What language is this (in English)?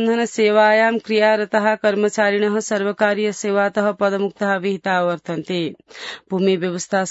Sanskrit